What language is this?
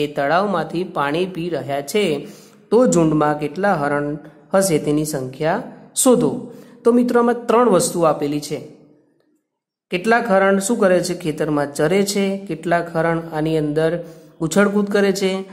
Gujarati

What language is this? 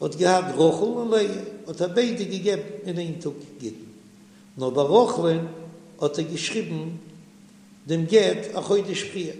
Yiddish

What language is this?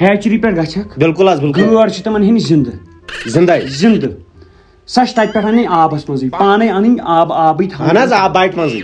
Kashmiri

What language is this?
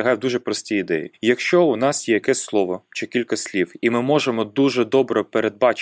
Ukrainian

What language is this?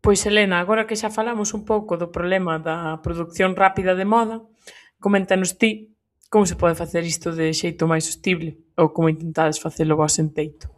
Galician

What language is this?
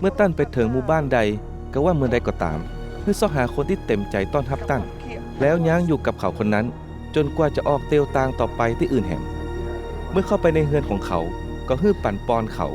Northern Thai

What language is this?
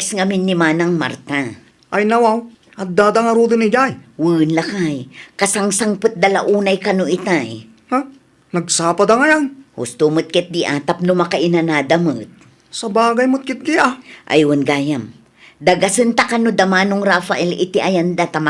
Iloko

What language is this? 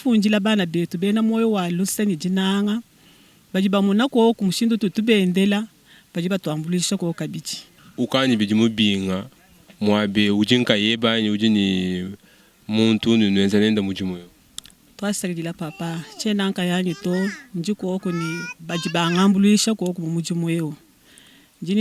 Luba-Lulua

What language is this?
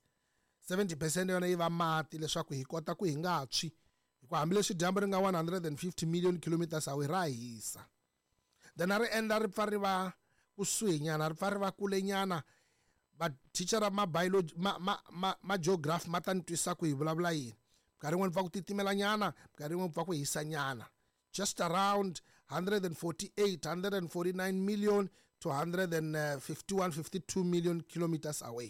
Tsonga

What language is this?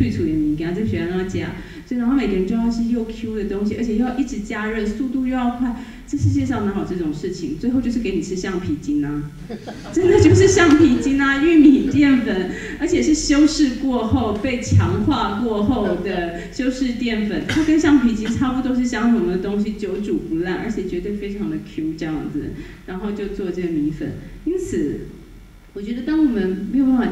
Chinese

